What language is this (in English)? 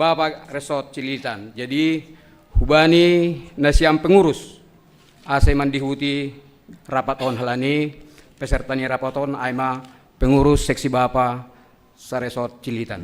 Batak Simalungun